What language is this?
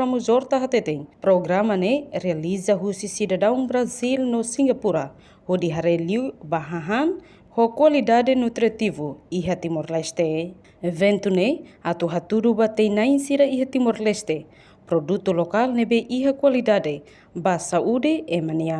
Tetum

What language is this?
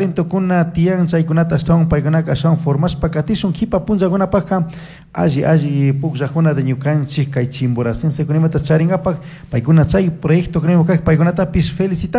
Chimborazo Highland Quichua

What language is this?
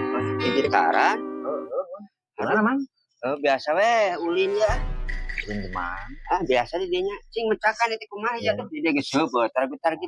Sundanese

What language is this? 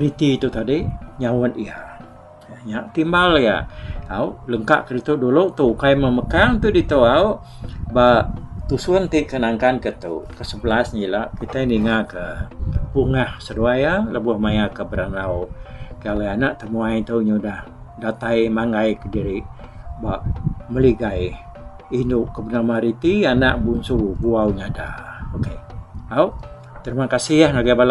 Iban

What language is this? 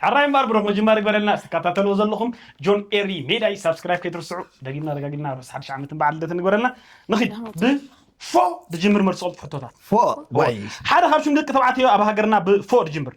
Tigrinya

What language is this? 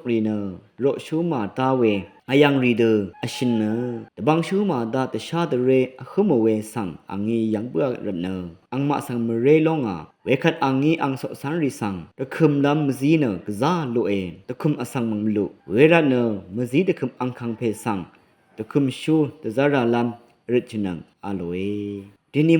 Rawang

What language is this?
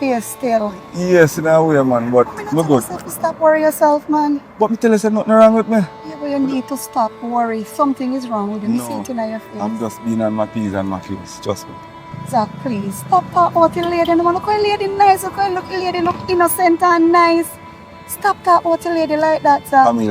Jamaican Creole English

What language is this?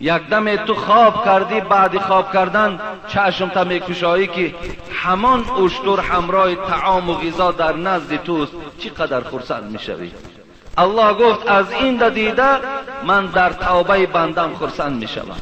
Persian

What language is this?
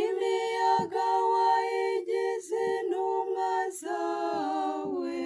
Kinyarwanda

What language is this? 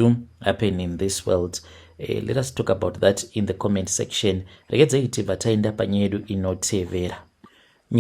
Shona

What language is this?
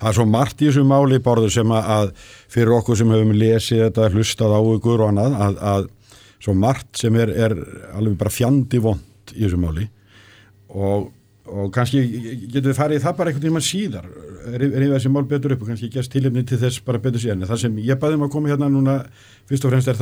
Icelandic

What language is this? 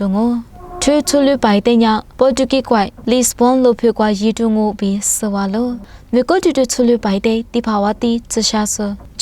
Lisu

